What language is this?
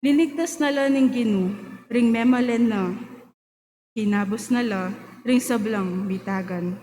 Pampanga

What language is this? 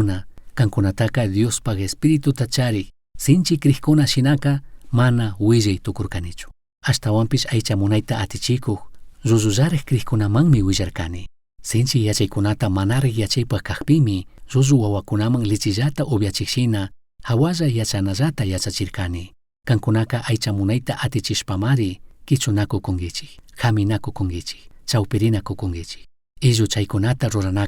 Chimborazo Highland Quichua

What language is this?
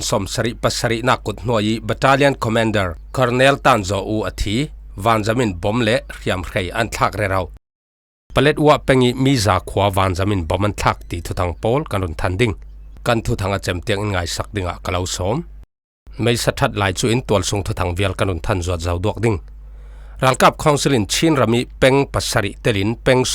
Falam Chin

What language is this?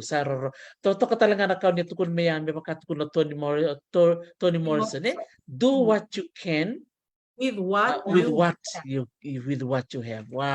Fijian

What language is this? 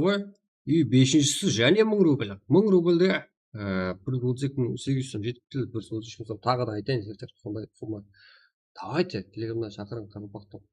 Kara-Kalpak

